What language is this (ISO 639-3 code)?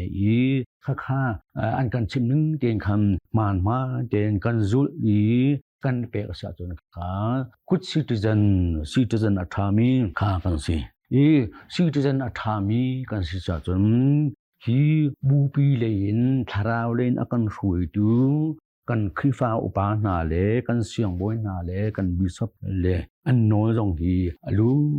cnh